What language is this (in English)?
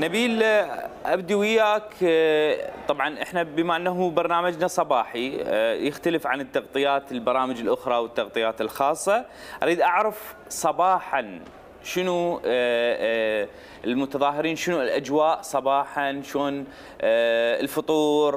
Mesopotamian Arabic